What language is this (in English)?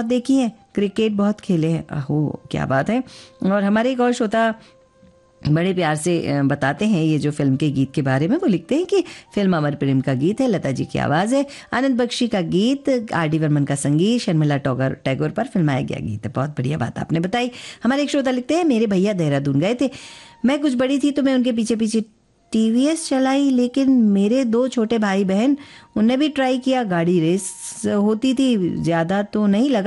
Hindi